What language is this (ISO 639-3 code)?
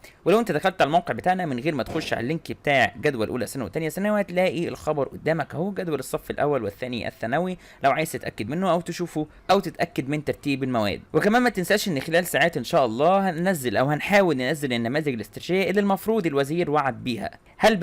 arz